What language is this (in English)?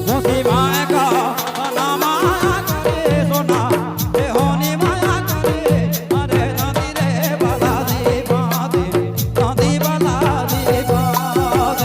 Sadri